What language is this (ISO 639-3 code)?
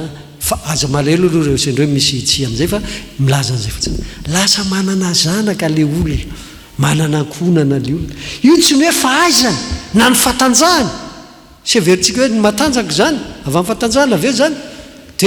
mlg